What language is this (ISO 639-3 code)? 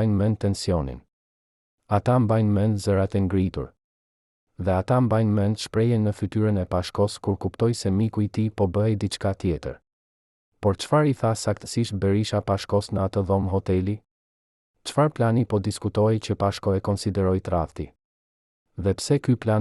sqi